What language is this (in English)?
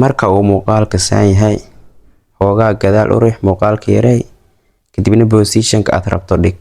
Somali